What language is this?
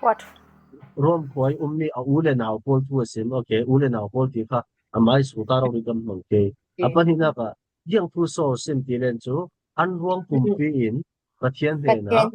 Falam Chin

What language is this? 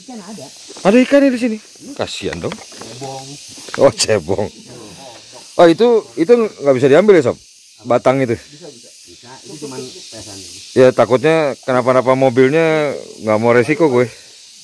Indonesian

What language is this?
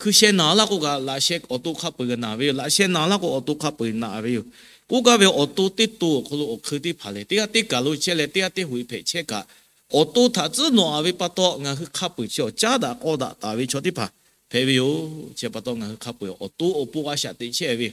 Lahu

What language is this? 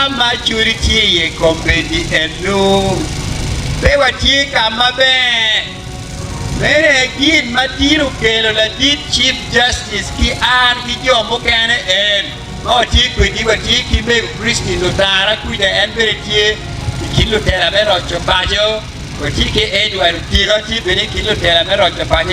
Acoli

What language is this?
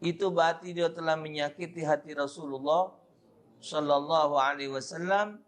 Musi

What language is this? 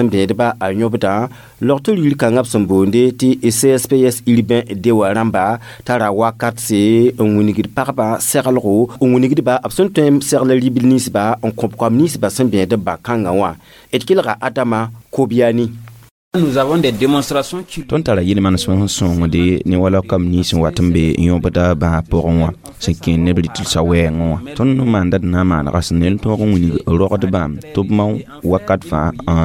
Mossi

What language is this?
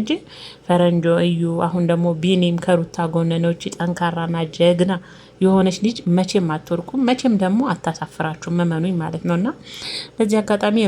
Amharic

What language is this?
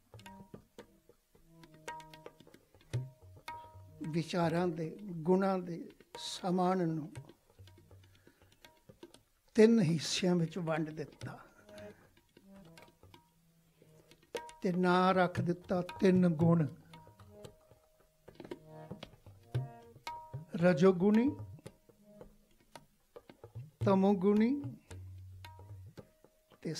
Punjabi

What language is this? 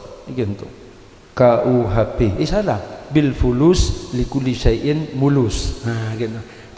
Madurese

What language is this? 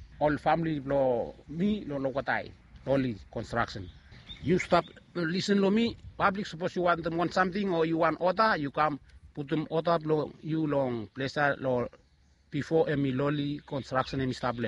Bislama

